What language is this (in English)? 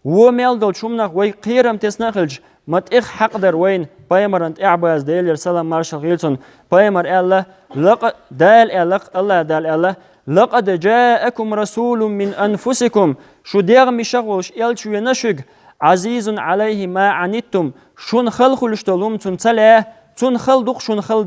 Chechen